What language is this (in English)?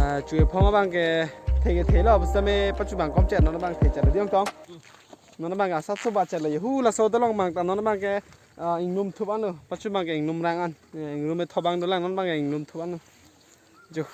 Karbi